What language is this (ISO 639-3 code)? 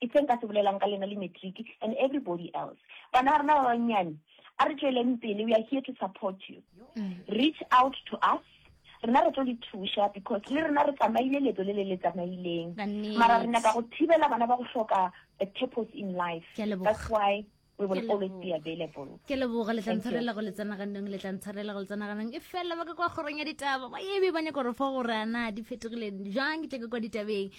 nso